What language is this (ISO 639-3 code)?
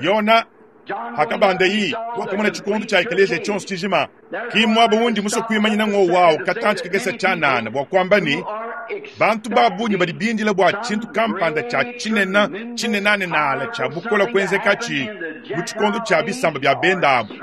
lua